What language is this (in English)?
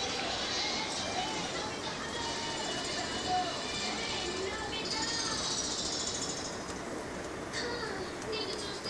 Telugu